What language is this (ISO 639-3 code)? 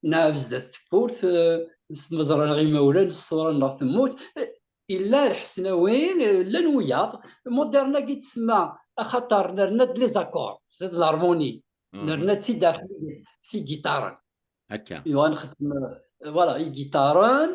kab